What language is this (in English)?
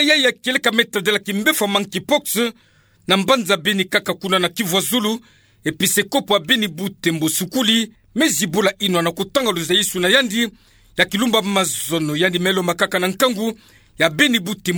Kituba (Democratic Republic of Congo)